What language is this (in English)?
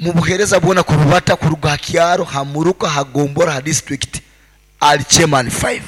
Nyoro